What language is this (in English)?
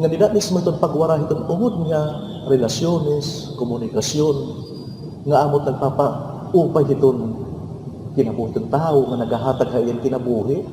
Waray